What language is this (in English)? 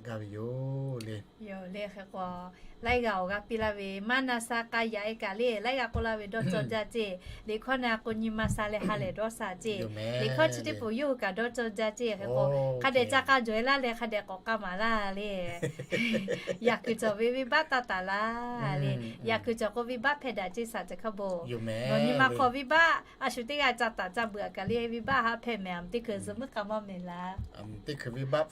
Lahu